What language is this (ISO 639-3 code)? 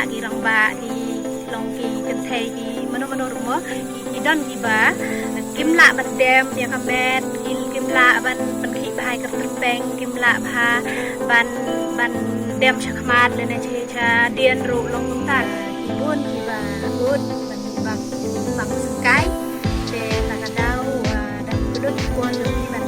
kha